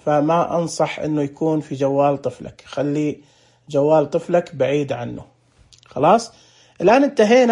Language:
Najdi Arabic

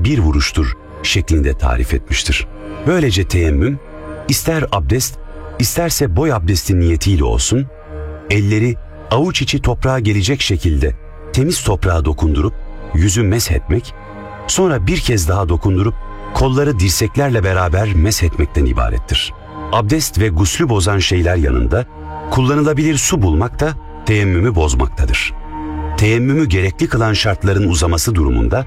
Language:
Turkish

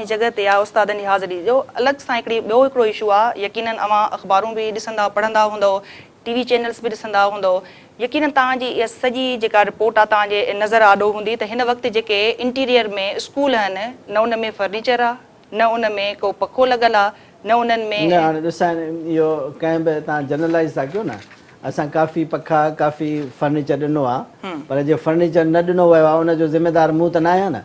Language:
Sindhi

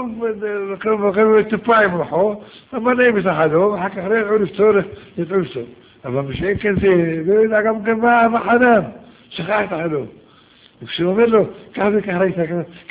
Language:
Hebrew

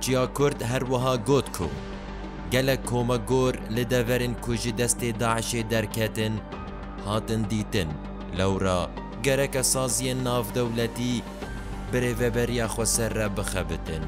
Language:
Kurdish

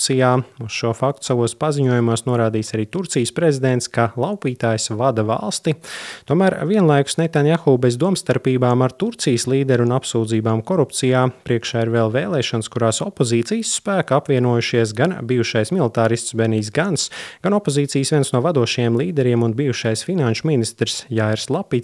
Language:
Latvian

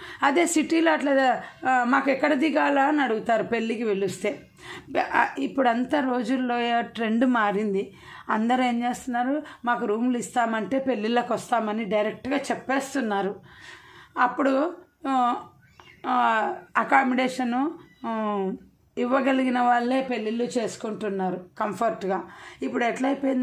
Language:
Telugu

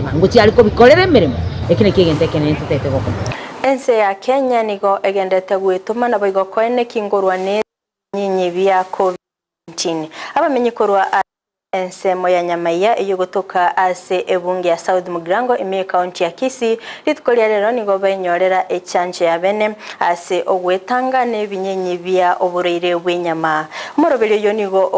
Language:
Gusii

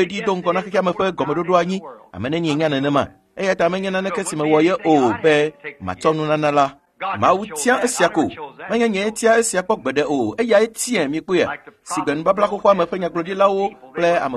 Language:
Ewe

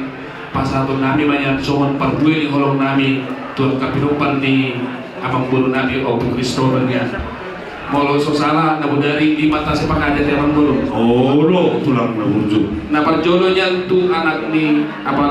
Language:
Batak Toba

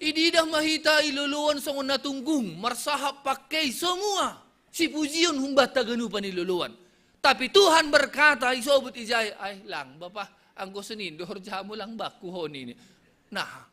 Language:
Batak Simalungun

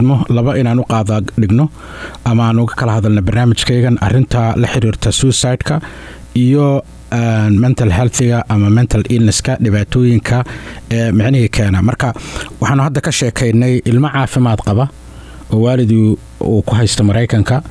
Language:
Somali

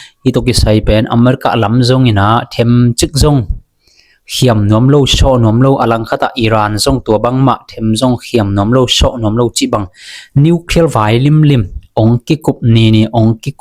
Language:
Tedim Chin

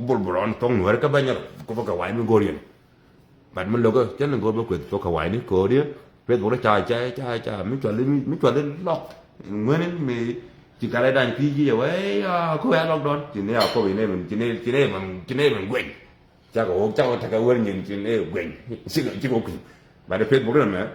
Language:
Nuer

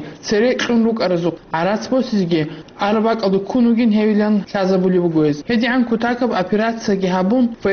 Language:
Avaric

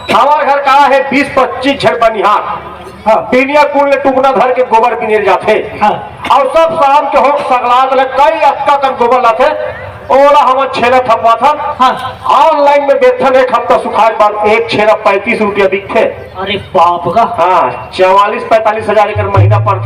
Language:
Chhattisgarhi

